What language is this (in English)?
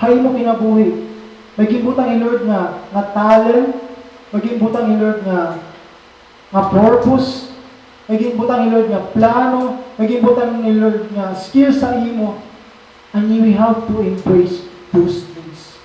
Waray